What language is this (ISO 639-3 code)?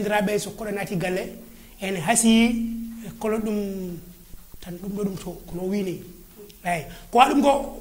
ful